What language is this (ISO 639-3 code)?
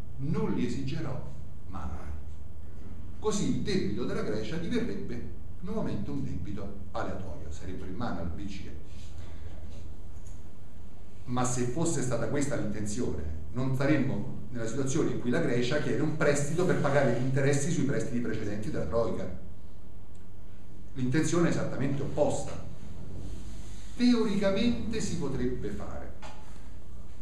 ita